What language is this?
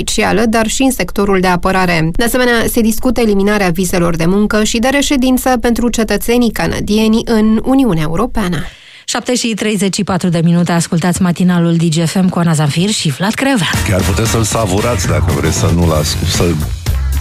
Romanian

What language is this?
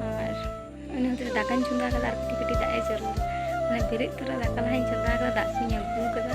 Santali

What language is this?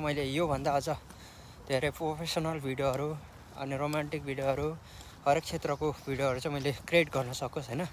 Nepali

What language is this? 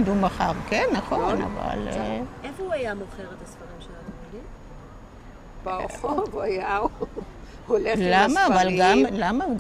Hebrew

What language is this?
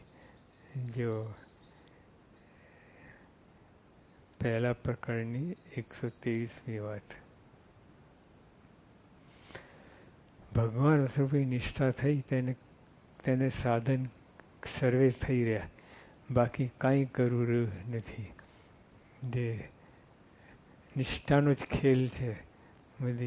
Gujarati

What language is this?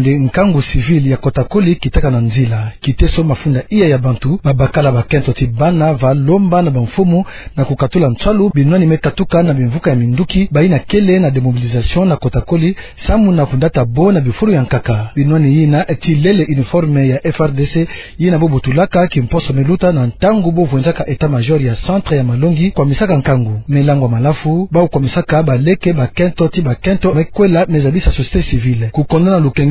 Kituba (Democratic Republic of Congo)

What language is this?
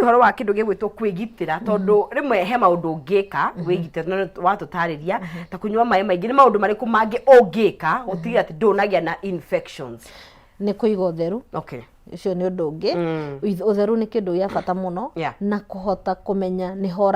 Kikuyu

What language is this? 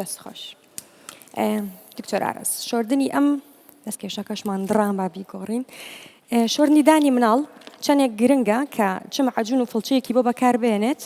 Central Kurdish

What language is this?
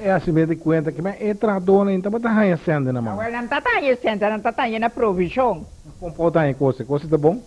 Papiamento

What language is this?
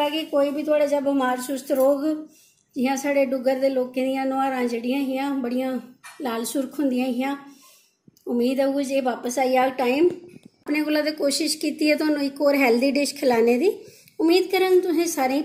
Dogri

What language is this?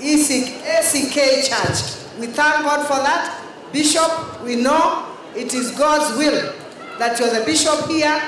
Kamba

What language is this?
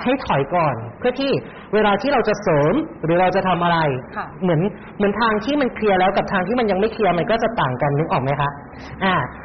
Thai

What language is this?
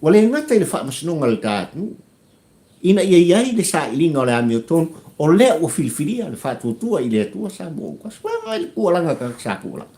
Samoan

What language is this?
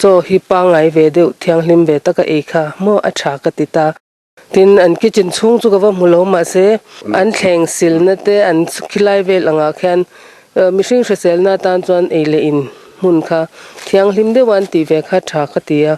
Mizo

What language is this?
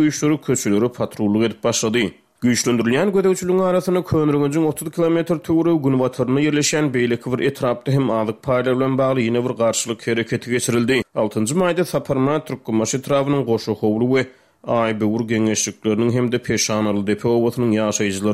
Turkmen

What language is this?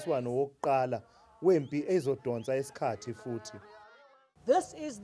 Zulu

